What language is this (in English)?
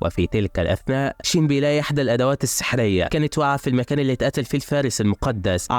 Egyptian Arabic